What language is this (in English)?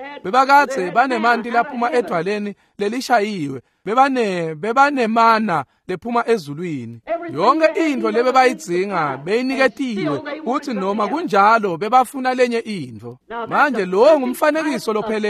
Swati